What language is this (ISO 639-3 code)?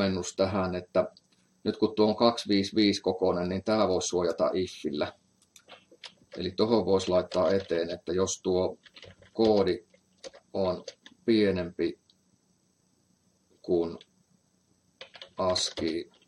fin